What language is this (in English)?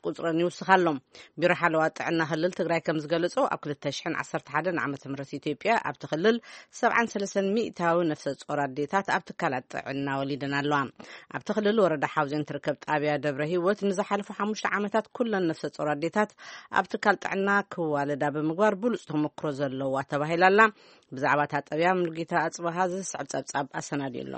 Tigrinya